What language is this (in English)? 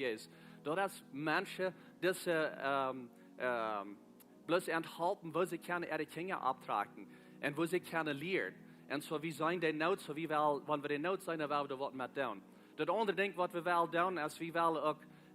Plautdietsch